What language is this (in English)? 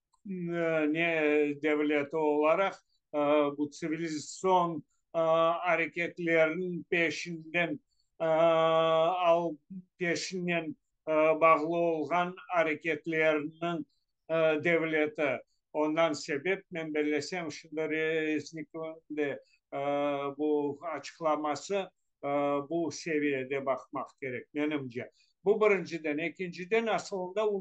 Crimean Tatar